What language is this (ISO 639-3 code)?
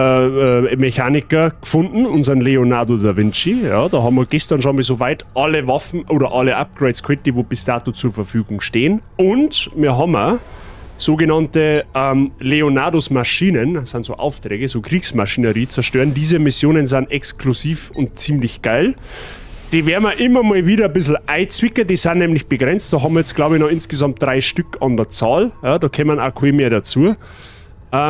bar